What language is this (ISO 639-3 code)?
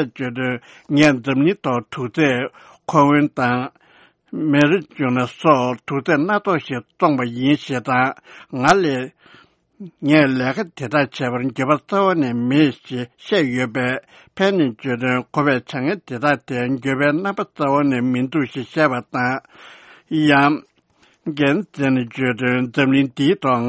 bod